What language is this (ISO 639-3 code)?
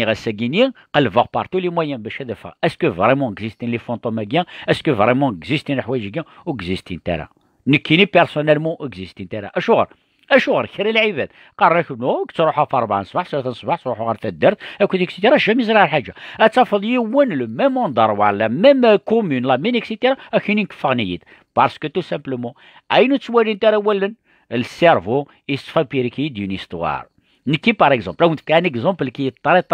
kab